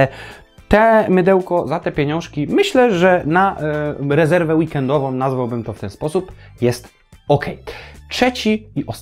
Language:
Polish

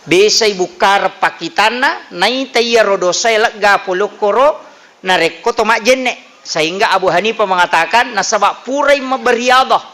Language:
Buginese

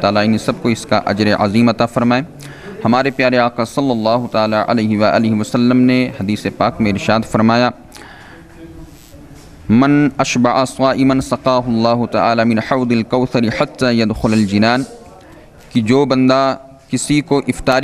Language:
Kannada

